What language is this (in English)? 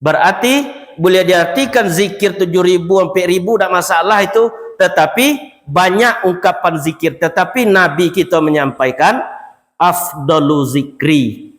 Minangkabau